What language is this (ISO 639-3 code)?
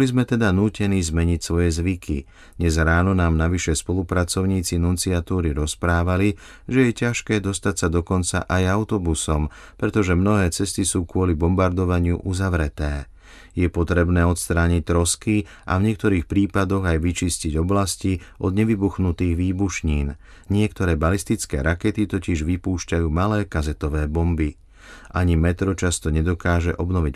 slk